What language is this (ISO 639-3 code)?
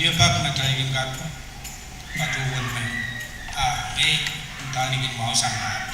pon